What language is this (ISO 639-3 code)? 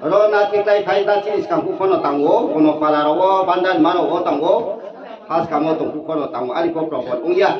ria